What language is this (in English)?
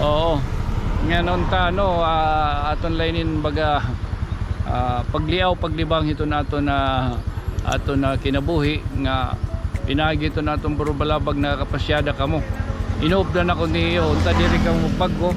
Waray